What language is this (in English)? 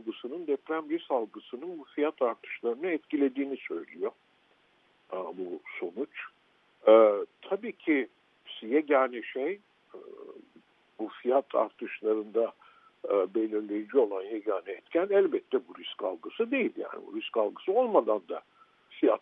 Turkish